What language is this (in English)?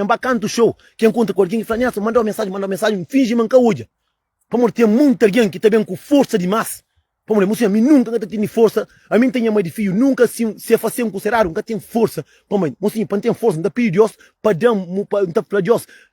Kabuverdianu